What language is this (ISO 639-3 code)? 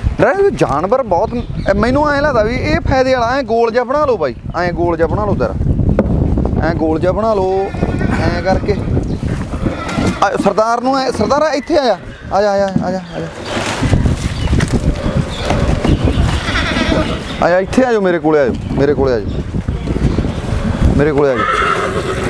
pan